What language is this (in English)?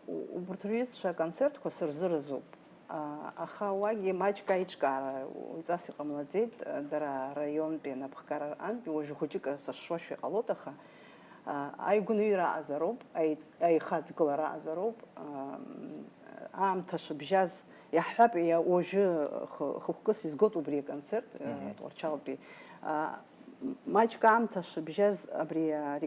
Abkhazian